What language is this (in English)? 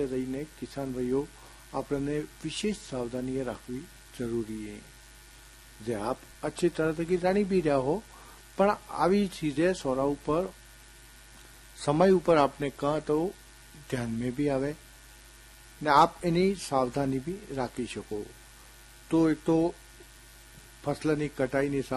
Gujarati